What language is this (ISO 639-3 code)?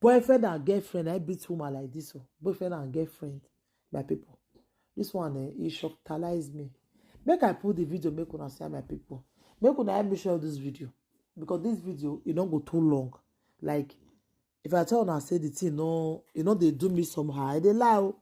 pcm